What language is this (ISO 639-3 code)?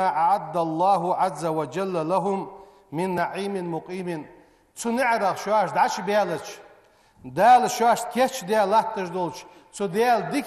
inh